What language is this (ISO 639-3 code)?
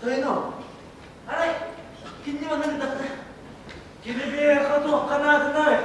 sah